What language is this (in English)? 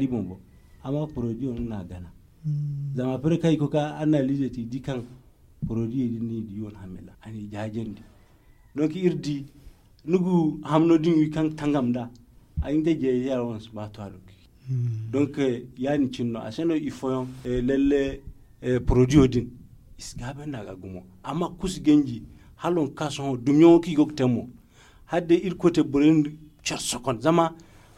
Zarma